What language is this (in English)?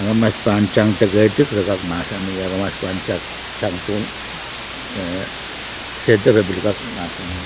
Pohnpeian